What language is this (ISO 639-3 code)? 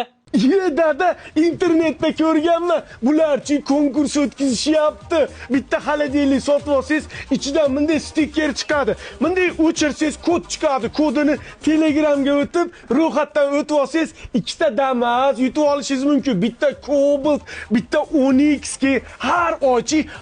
uzb